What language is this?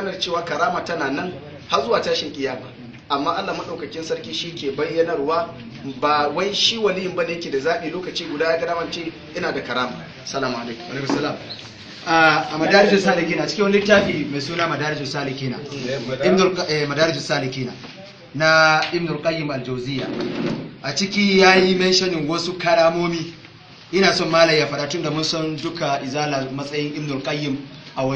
Hausa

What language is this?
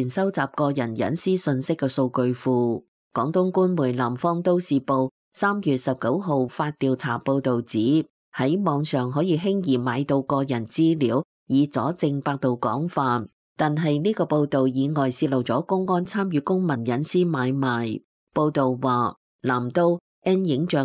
Cantonese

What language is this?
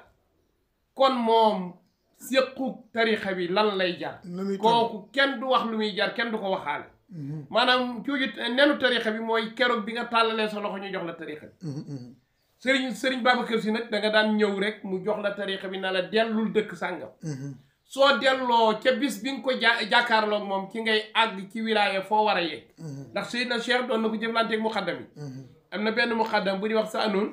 Wolof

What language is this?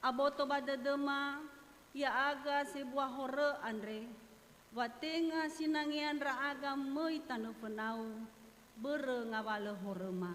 Nias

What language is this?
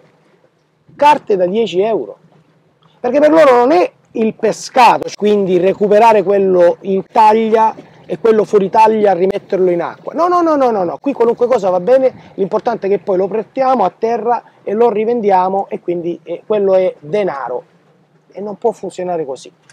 Italian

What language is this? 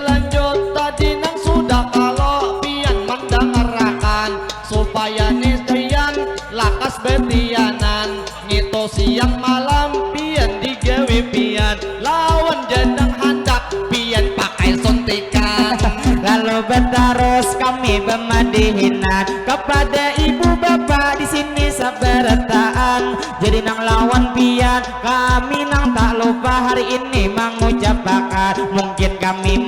Banjar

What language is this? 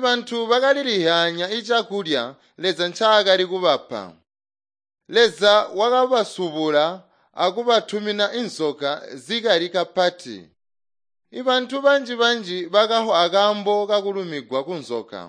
Tonga (Zambia)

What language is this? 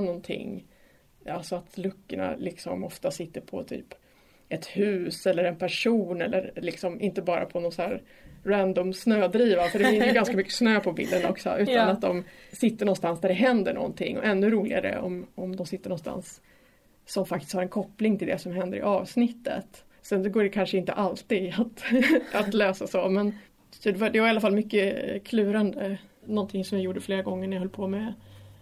Swedish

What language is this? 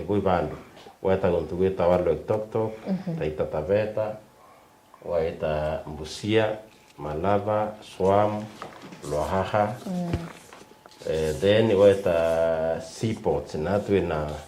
Meru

